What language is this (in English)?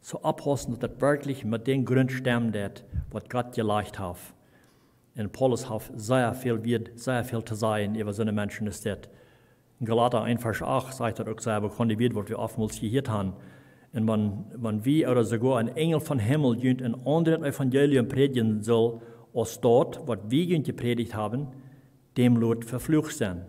Plautdietsch